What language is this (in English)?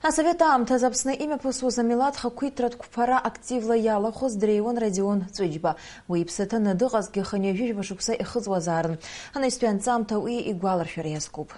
Abkhazian